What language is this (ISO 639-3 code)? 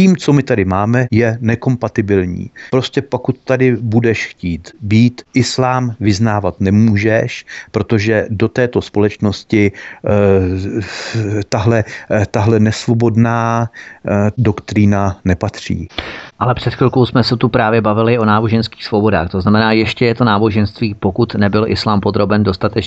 ces